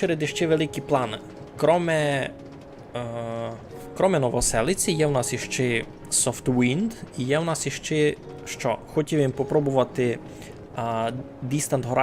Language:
Rusyn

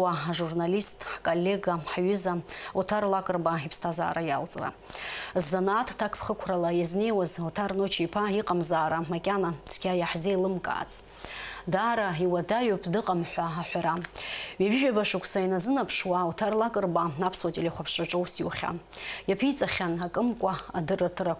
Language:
Abkhazian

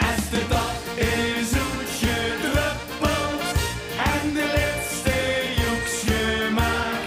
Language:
Limburgish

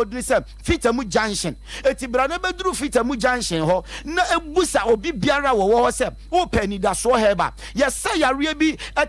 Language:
Akan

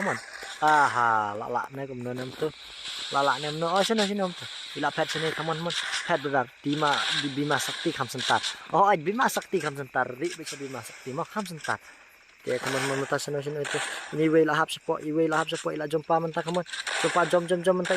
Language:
Khasi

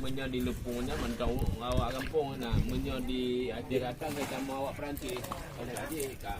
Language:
Achinese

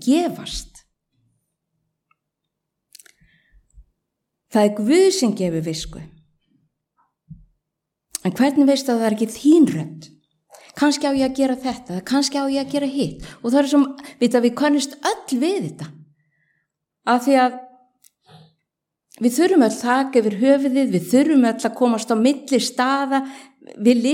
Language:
Icelandic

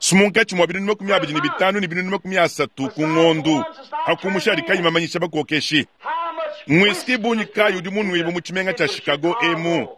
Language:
Luba-Lulua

